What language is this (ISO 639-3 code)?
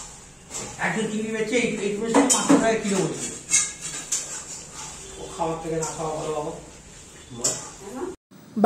ben